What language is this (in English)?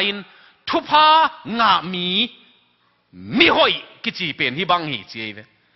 Tedim Chin